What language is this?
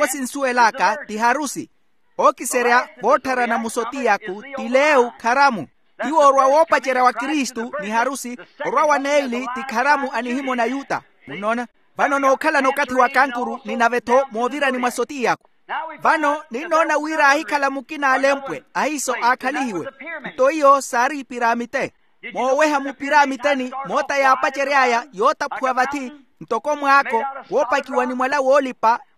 Makhuwa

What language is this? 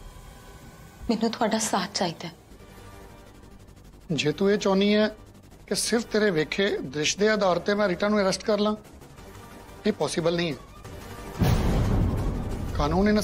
Punjabi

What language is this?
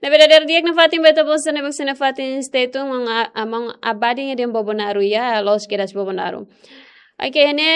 Tetum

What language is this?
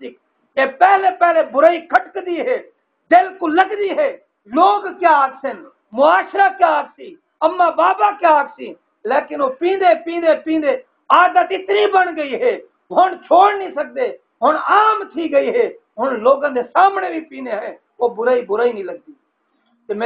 Saraiki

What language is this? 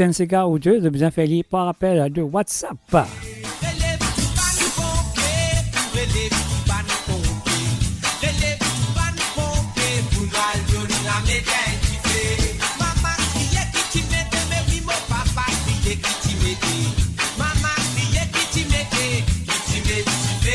Morisyen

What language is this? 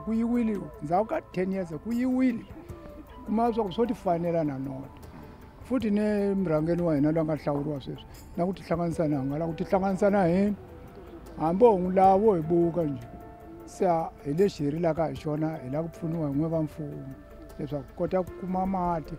Tsonga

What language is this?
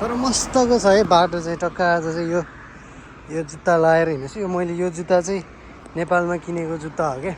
Nepali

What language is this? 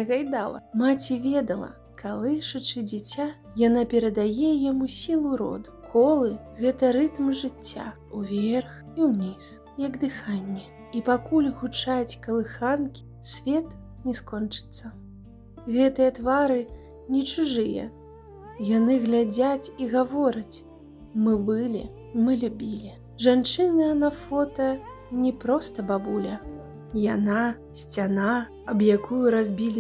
Belarusian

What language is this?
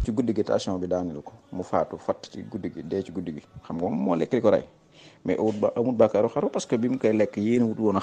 Wolof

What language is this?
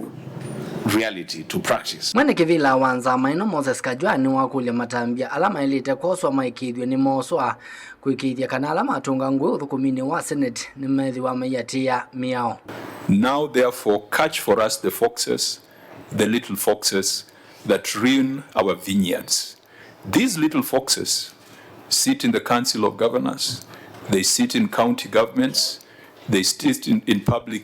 Kamba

